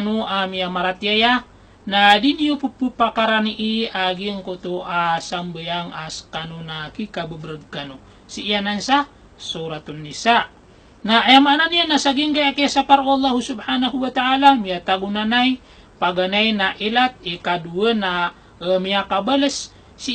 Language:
Maranao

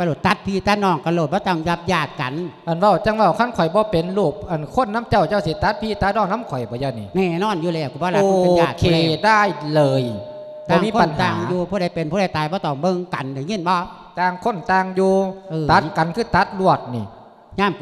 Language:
Lao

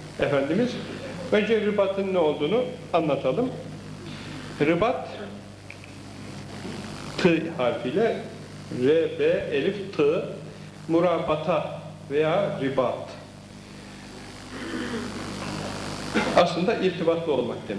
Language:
Turkish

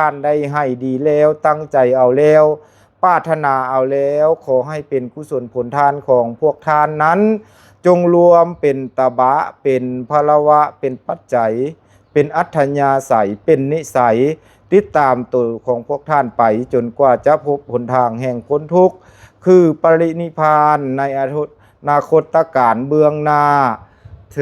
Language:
Lao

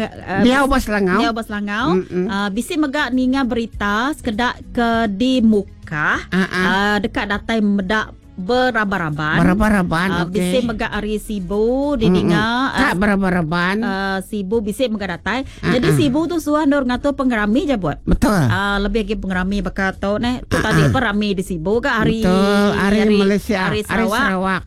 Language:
Iban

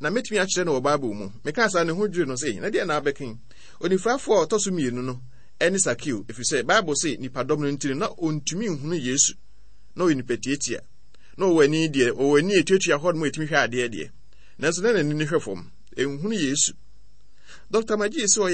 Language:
Akan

